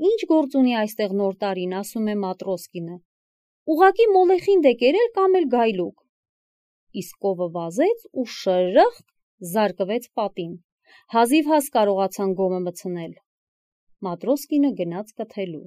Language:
Armenian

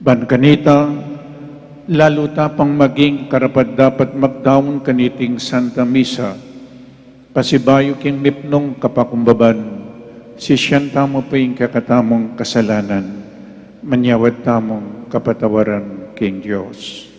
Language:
Pampanga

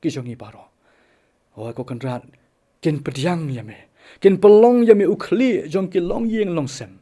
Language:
Khasi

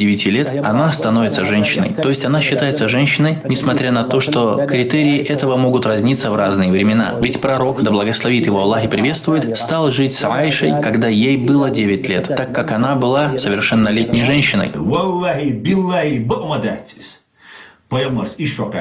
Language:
Chechen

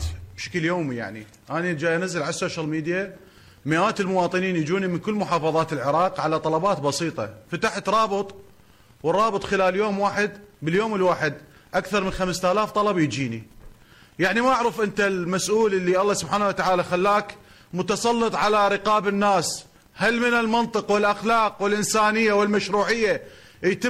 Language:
Mesopotamian Arabic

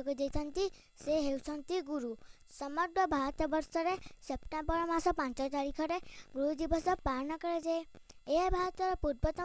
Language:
Odia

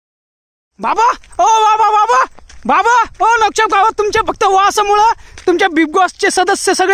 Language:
Marathi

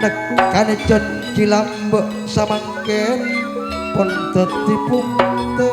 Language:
Madurese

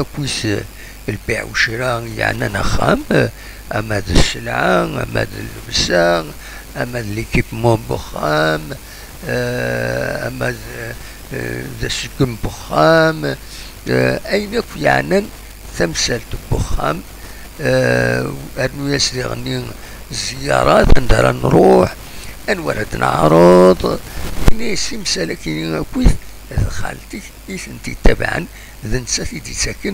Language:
Kabyle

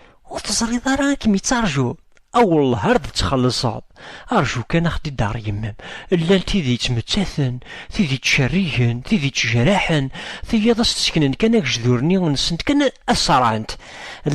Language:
Kabyle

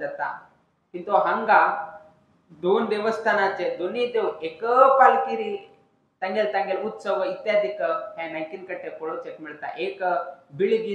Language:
Konkani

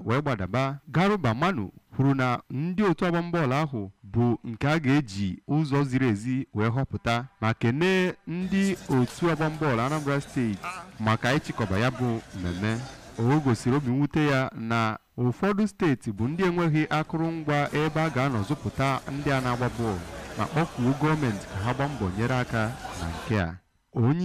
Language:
Igbo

